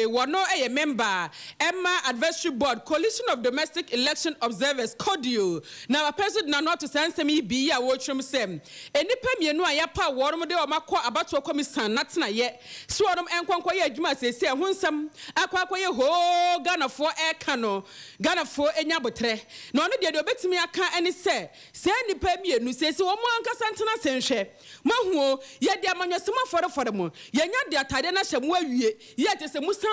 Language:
Akan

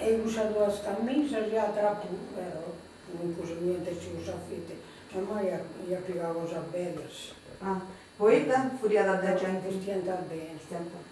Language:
Sardinian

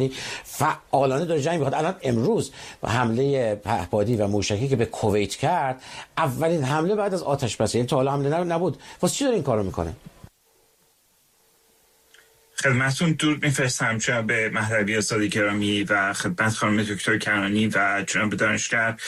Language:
Persian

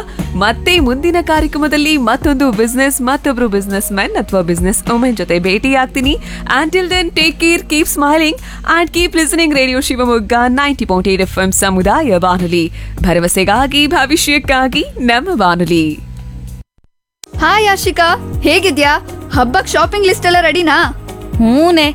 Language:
Kannada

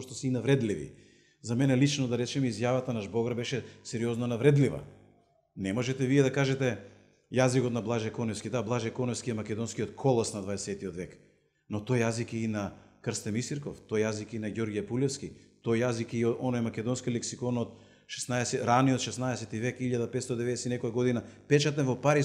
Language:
Macedonian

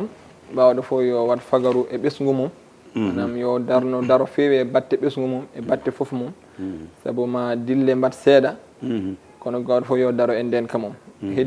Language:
Fula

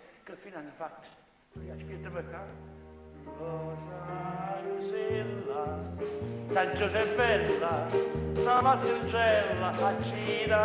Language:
Neapolitan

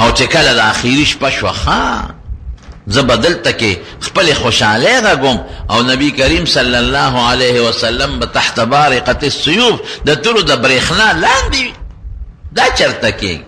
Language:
Pashto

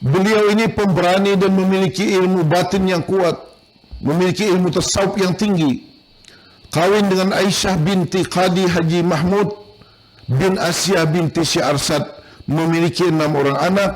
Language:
Banjar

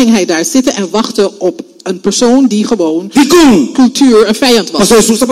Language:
Dutch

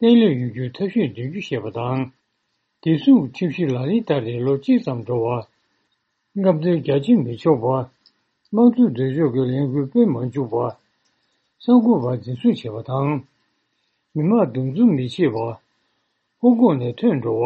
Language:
Tibetan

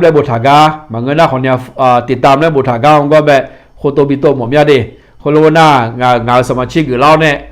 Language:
Akha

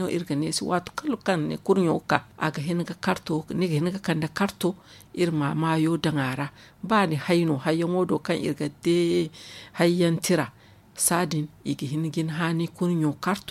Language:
Zarma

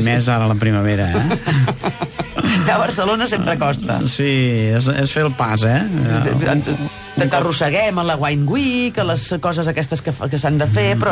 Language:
Catalan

